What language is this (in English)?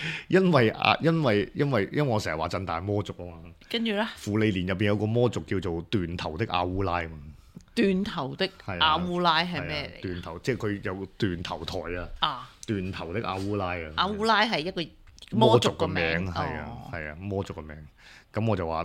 Cantonese